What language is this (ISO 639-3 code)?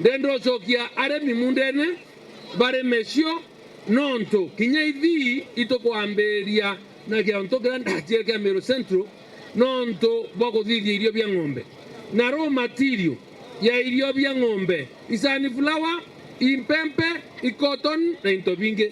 mer